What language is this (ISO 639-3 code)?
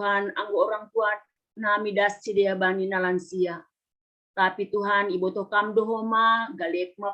bts